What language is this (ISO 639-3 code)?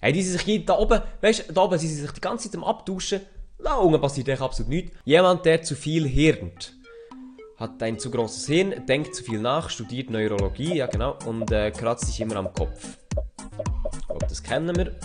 gsw